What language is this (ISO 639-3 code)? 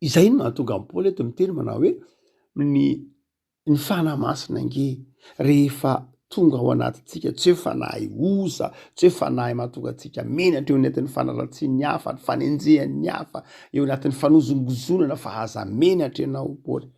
mlg